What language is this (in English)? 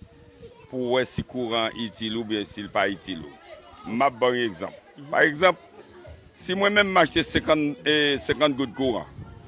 Haitian Creole